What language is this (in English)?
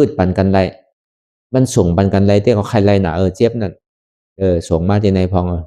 Shan